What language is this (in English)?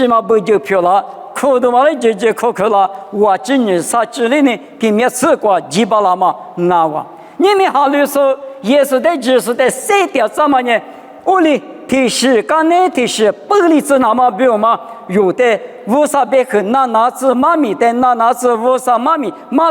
Lisu